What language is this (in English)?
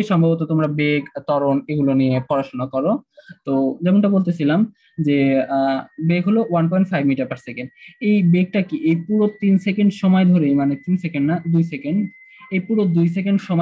Bangla